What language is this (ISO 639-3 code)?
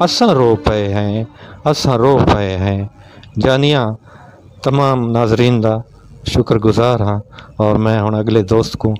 skr